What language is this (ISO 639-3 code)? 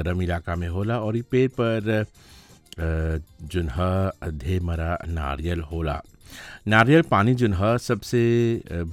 bho